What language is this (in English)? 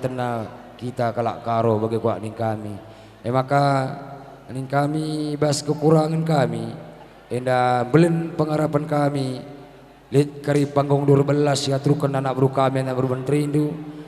Batak Karo